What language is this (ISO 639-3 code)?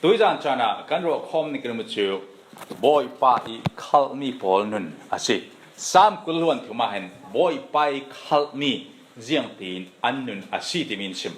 cfm